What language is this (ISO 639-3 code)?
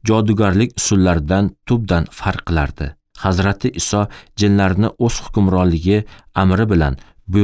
uzb